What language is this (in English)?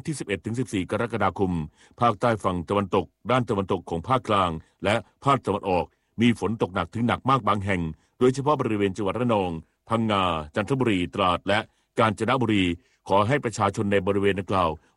Thai